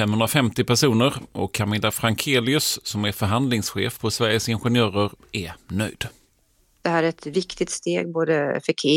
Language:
Swedish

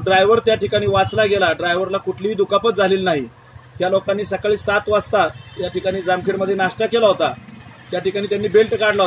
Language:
Marathi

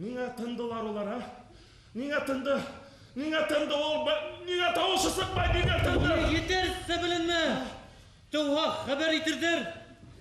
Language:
Bashkir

